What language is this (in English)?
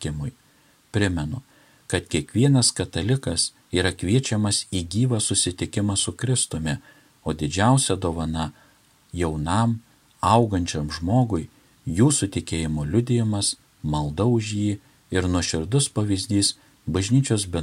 Lithuanian